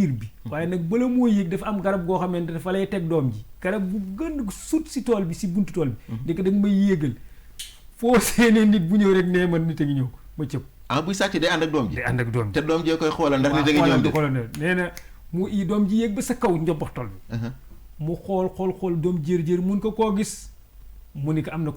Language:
Wolof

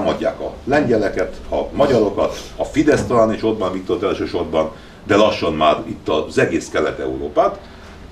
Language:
Hungarian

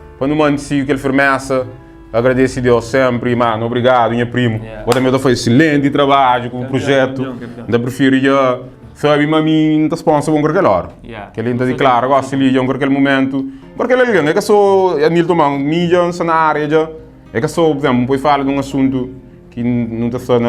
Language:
Kabuverdianu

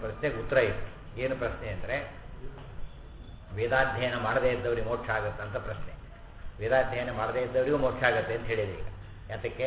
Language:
Kannada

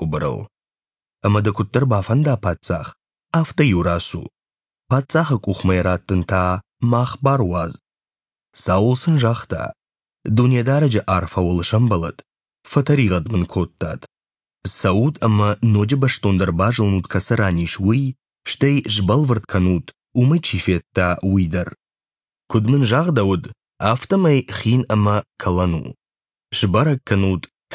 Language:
Ossetic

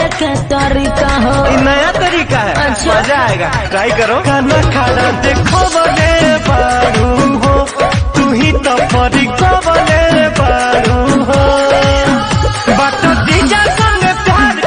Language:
Bhojpuri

